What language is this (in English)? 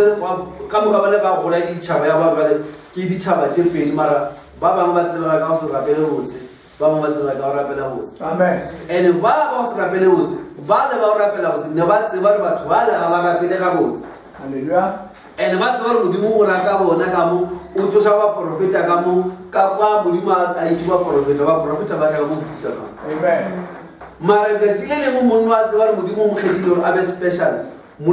Northern Sotho